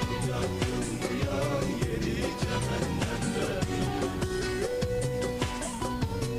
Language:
Turkish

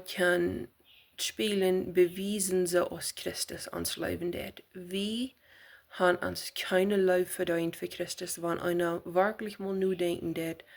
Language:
Plautdietsch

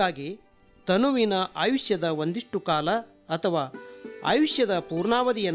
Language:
Kannada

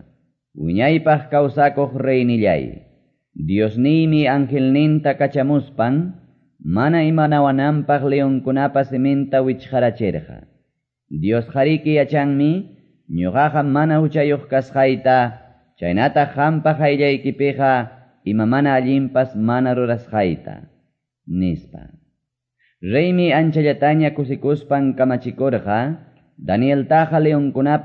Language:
Quechua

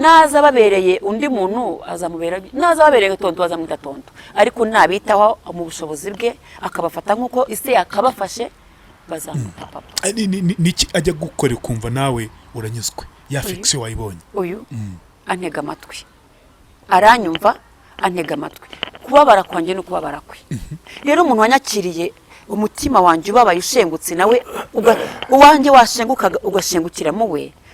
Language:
Kinyarwanda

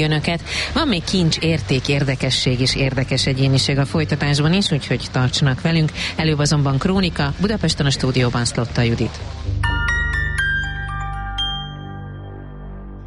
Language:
Hungarian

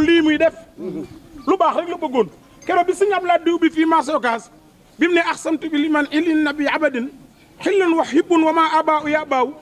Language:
Wolof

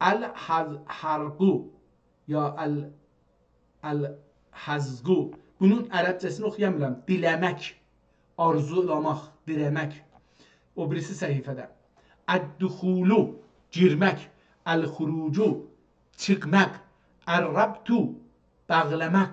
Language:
South Azerbaijani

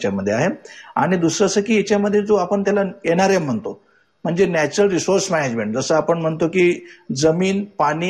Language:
Marathi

